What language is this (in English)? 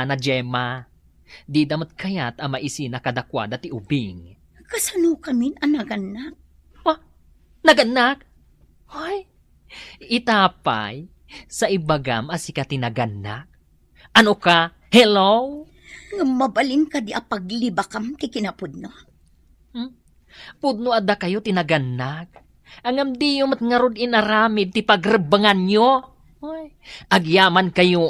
Iloko